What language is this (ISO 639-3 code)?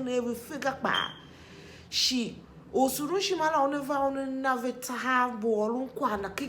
tiv